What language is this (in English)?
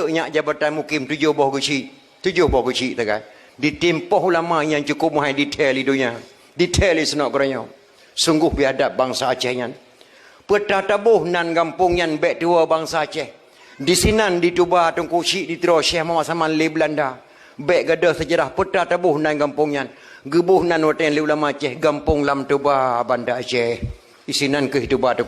Achinese